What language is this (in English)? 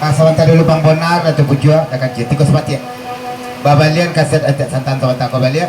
Minangkabau